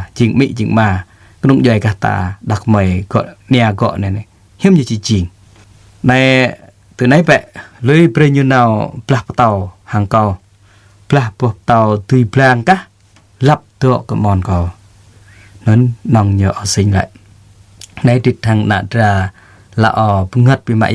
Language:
Jarai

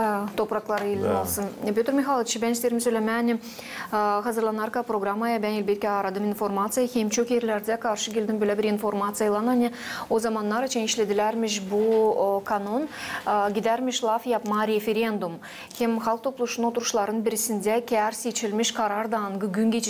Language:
Gagauz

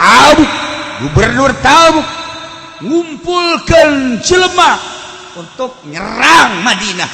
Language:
Sundanese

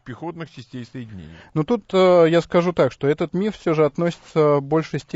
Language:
Russian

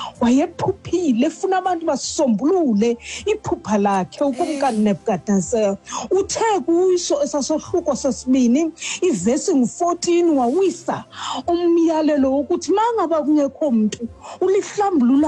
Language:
Xhosa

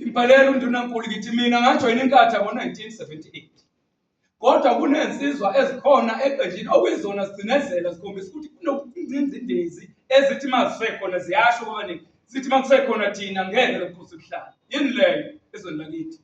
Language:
Zulu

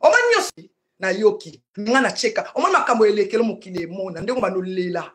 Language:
Lingala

